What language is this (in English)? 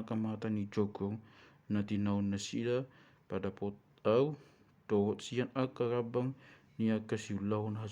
Batak Toba